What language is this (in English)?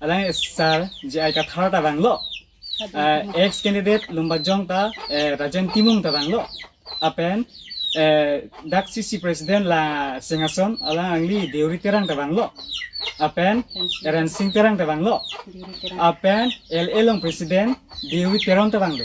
Karbi